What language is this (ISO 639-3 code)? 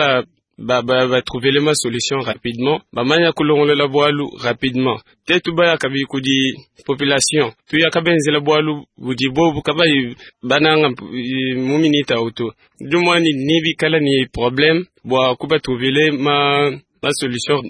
lua